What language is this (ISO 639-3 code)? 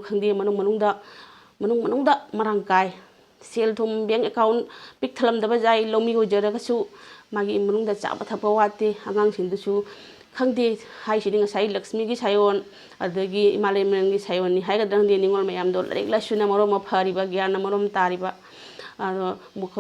mni